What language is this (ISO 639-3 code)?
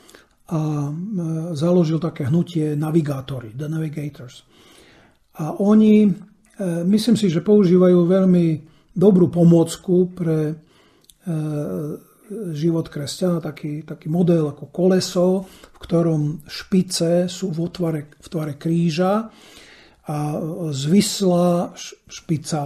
slk